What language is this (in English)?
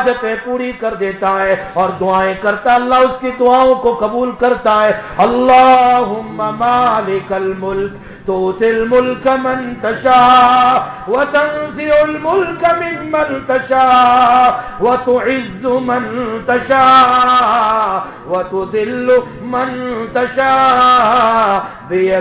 Urdu